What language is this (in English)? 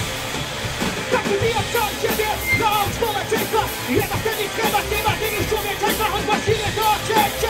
Polish